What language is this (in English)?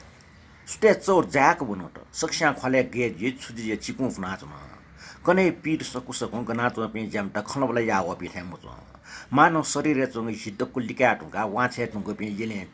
Newari